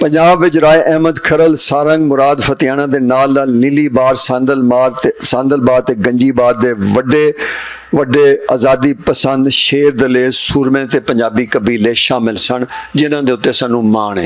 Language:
Western Panjabi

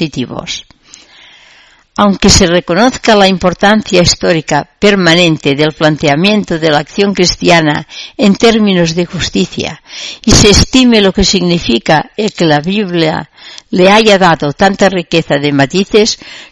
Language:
Spanish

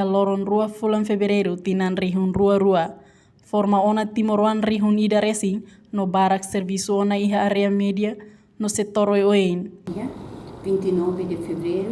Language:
Tetum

